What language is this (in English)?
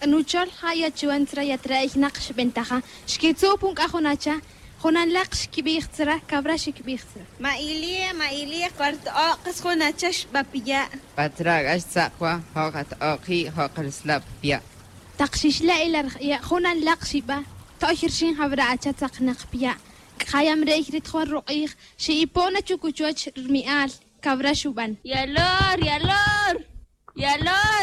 Tz'utujil